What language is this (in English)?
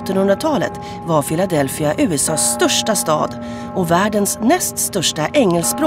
Swedish